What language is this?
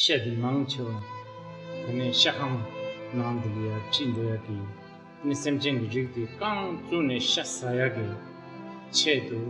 Tibetan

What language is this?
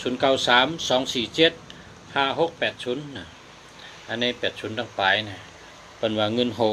Shan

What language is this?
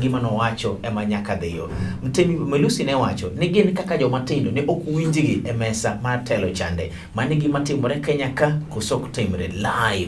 Luo (Kenya and Tanzania)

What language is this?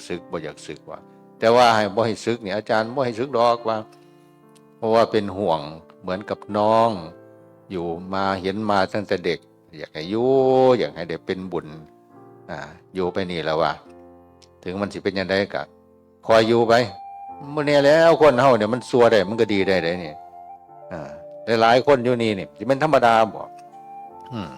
Northeastern Thai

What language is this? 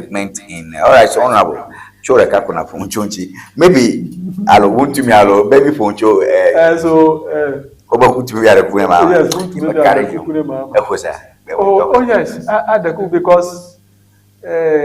Ewe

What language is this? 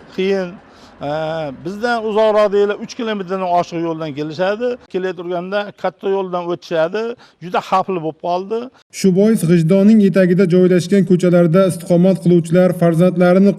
Uzbek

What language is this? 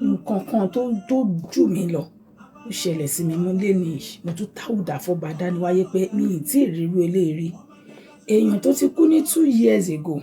Yoruba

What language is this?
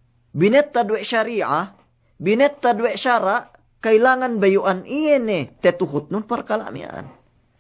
Yakan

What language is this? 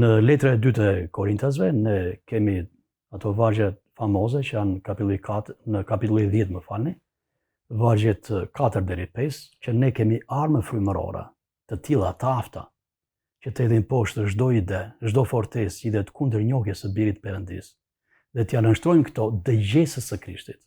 Albanian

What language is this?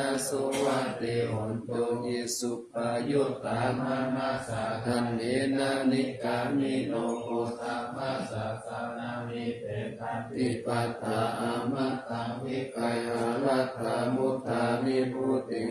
Pali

